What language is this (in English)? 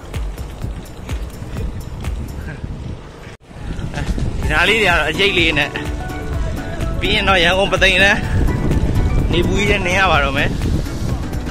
Burmese